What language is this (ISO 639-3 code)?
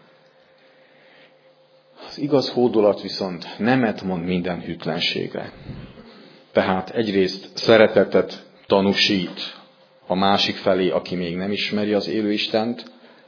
hun